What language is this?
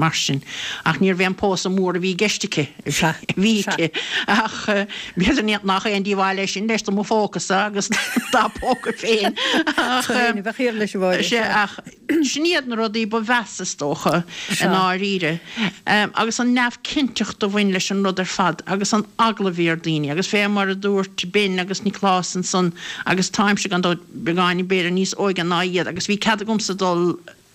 Irish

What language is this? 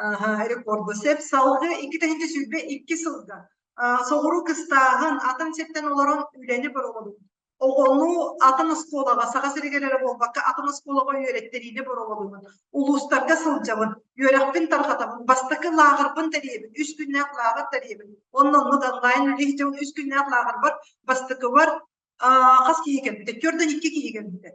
Yakut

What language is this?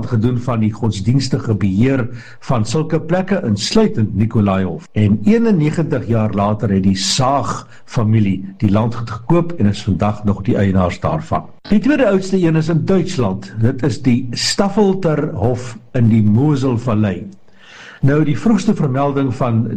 Afrikaans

